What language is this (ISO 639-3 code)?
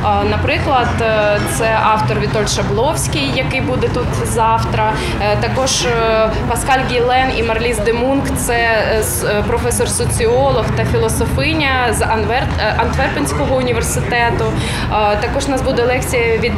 ukr